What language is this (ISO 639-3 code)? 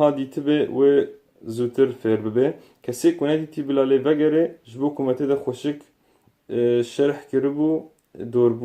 kur